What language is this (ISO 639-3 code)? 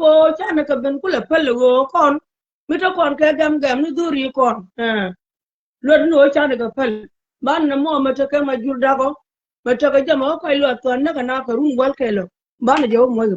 nus